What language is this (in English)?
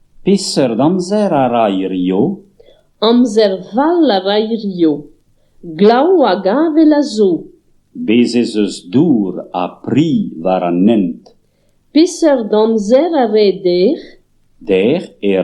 Breton